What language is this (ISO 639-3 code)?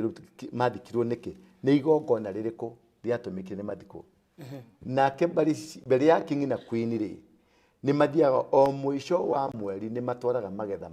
kik